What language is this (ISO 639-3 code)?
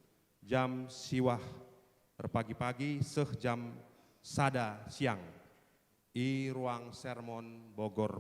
btx